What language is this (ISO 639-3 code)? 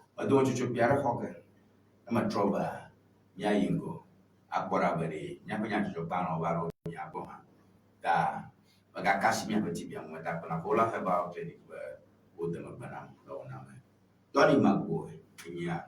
ewe